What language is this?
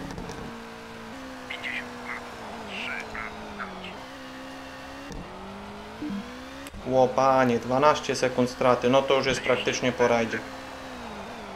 Polish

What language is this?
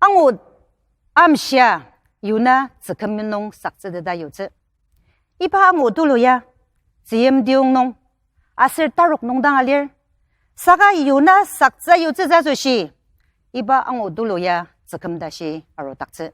Ao Naga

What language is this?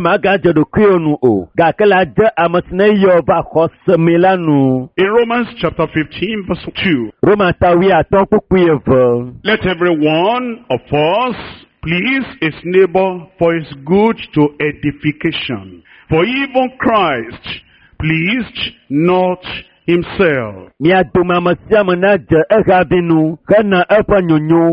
Ewe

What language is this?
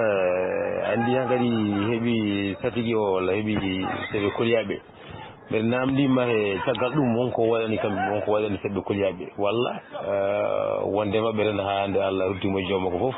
Fula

